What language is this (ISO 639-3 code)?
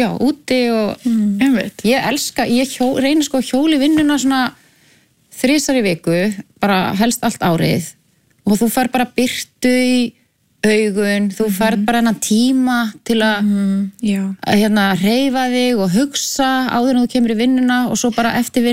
isl